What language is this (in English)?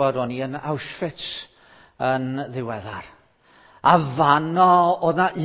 Welsh